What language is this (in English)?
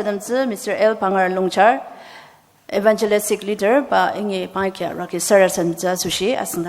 Ao Naga